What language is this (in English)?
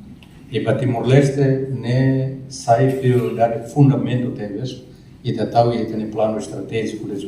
Tetum